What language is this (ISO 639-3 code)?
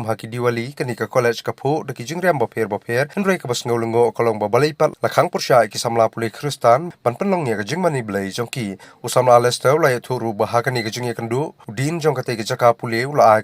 kha